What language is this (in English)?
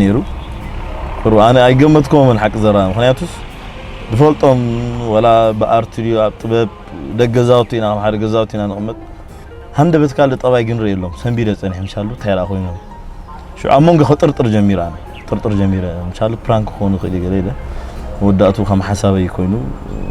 Tigrinya